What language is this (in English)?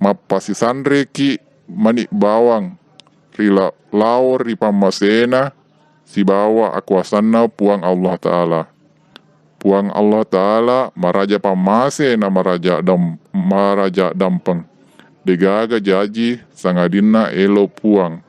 Buginese